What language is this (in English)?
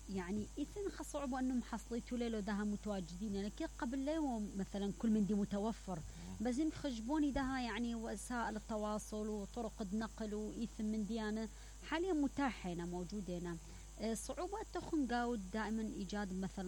Mesopotamian Arabic